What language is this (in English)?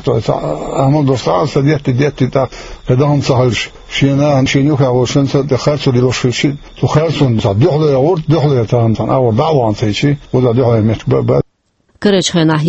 Chechen